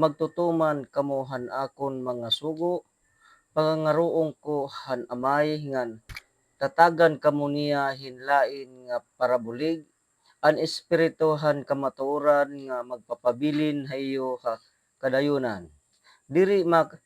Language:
Waray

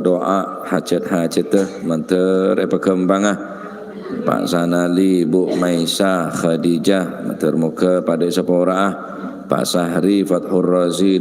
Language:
Madurese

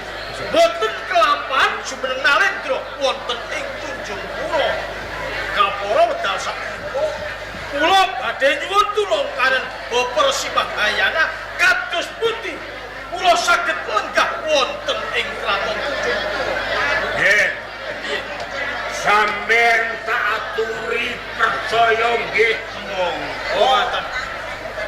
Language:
Javanese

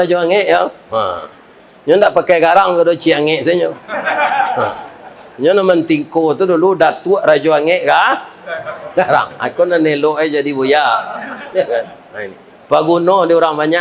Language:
Minangkabau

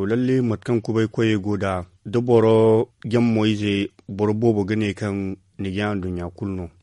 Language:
Zarma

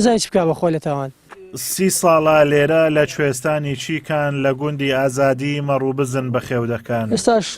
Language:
Central Kurdish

